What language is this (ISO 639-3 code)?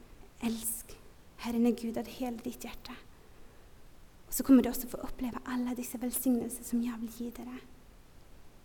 nor